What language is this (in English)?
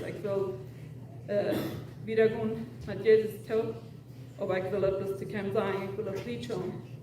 Plautdietsch